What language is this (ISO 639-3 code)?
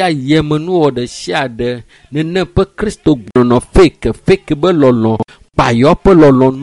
ewe